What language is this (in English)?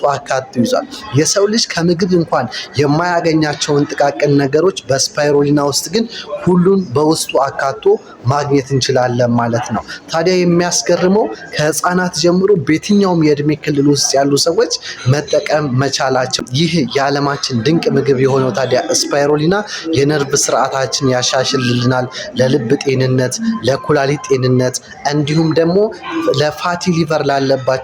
Amharic